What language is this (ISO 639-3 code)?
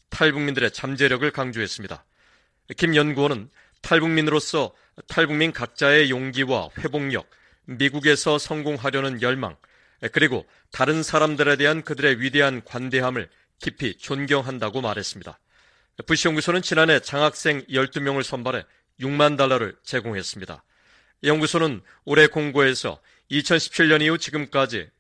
kor